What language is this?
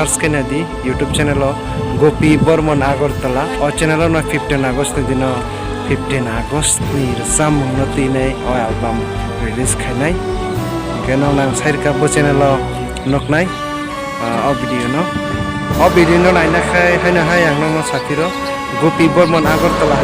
Kok Borok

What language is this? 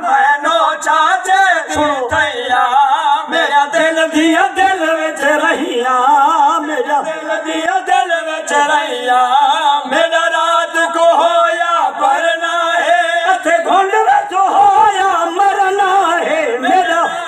Saraiki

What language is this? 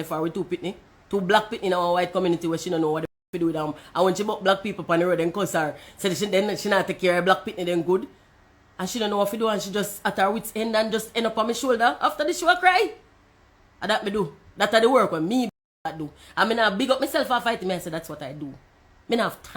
Jamaican Creole English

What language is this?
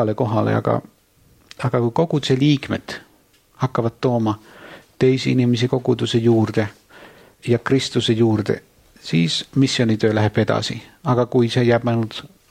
Estonian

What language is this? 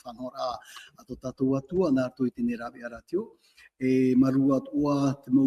Tahitian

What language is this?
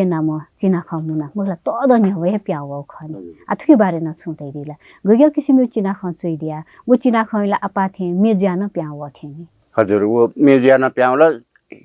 Newari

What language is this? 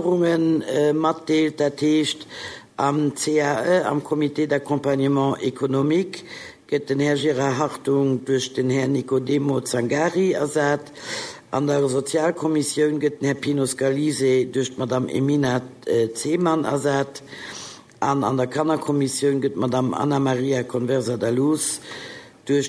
Luxembourgish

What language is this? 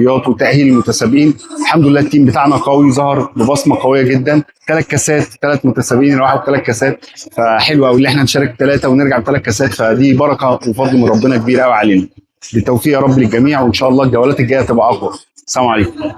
Egyptian Arabic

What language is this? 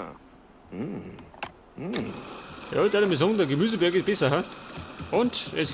Bavarian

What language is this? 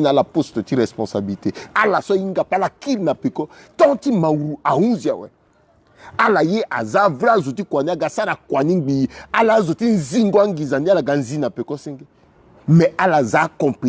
Sango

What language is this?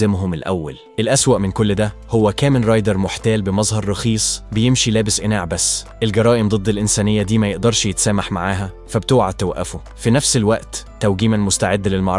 Egyptian Arabic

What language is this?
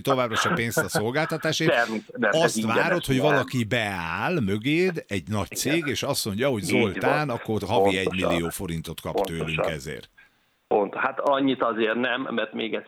Hungarian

